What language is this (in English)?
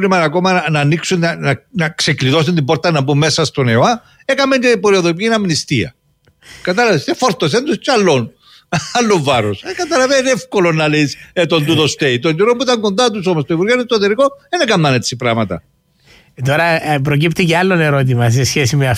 Greek